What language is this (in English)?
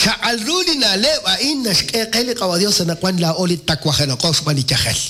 Kekchí